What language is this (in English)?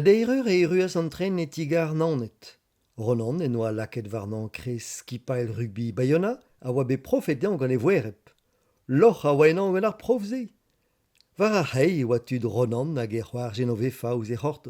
Breton